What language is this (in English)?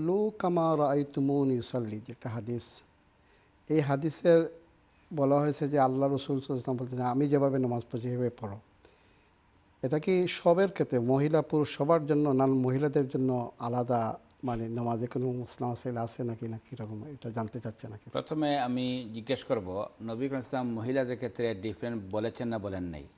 Bangla